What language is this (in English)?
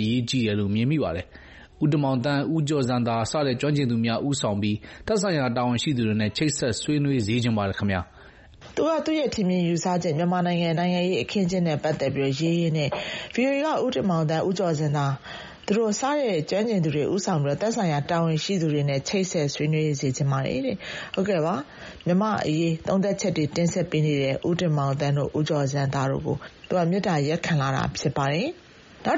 Burmese